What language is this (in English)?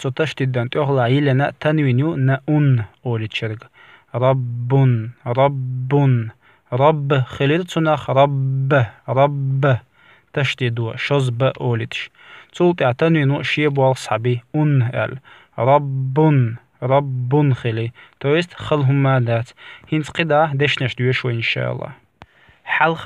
Chechen